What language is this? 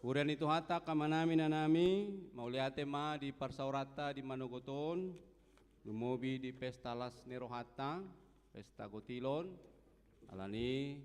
Batak Toba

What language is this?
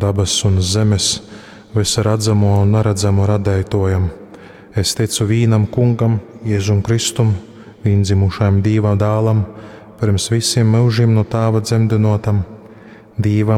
Latgalian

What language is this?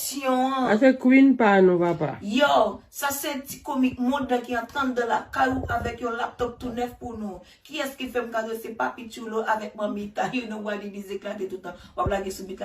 Haitian Creole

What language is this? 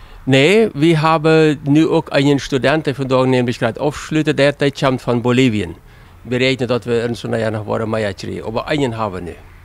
Plautdietsch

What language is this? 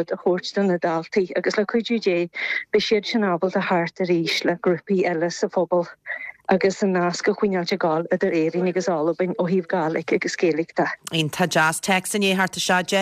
Irish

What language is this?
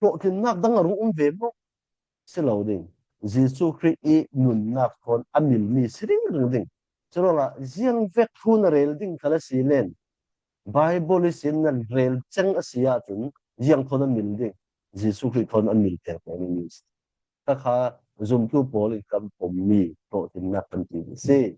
Falam Chin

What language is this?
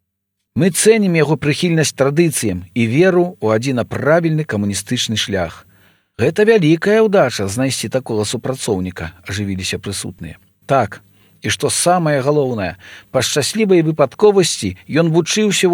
Belarusian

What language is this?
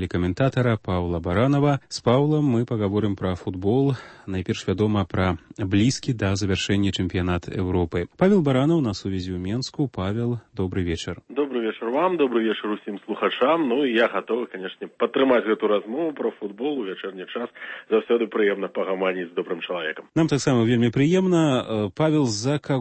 Belarusian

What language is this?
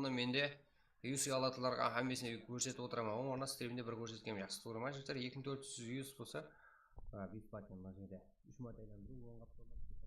Kara-Kalpak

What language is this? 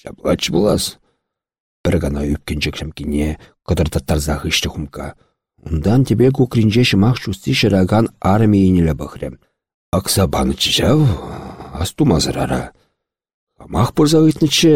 Chuvash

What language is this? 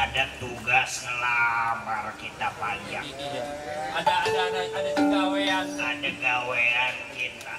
Betawi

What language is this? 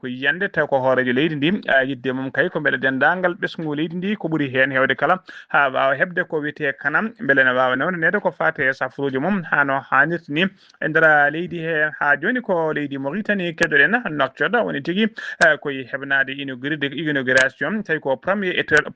Fula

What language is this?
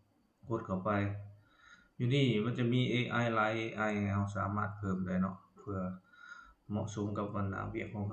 Lao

